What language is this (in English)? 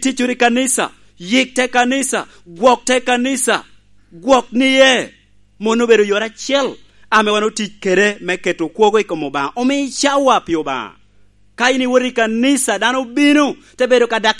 Lango (Uganda)